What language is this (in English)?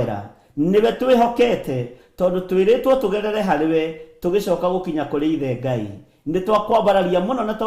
Kikuyu